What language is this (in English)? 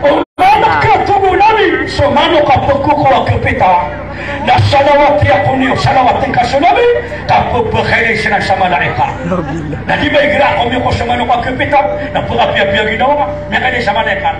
Maranao